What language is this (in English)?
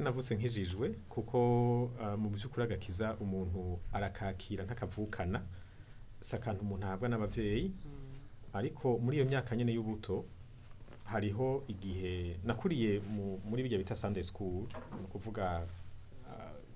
Rundi